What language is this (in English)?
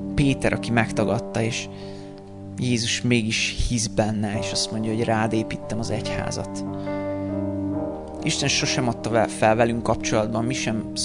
Hungarian